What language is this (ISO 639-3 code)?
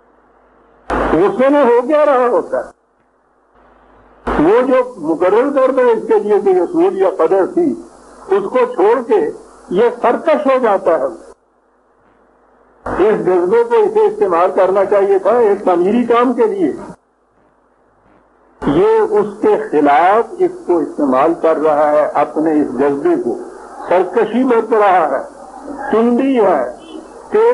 urd